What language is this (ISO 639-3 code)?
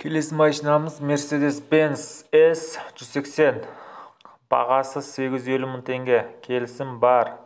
kaz